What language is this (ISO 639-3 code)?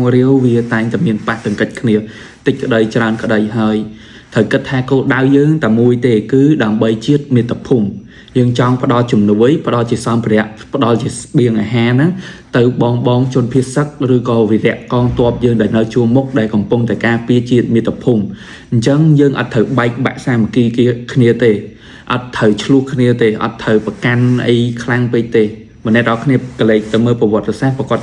khm